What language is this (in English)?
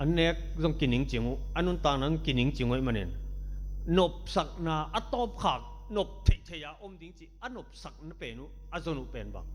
Tedim Chin